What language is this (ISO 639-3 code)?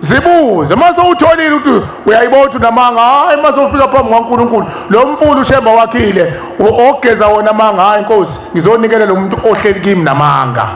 zul